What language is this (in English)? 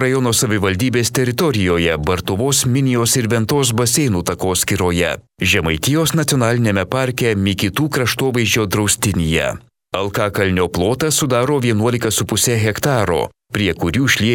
Lithuanian